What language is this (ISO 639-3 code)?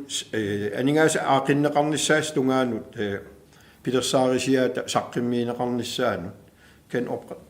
kal